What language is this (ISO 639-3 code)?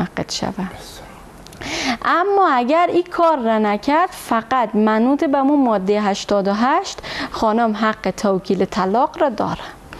fas